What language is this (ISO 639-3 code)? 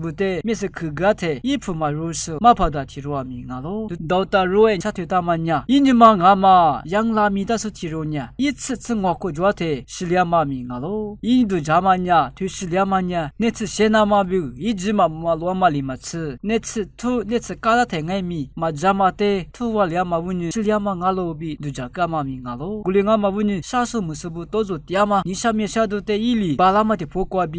lis